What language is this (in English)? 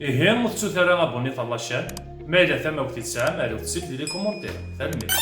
Kabyle